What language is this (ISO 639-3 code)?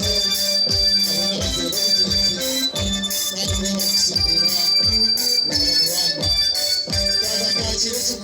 nyn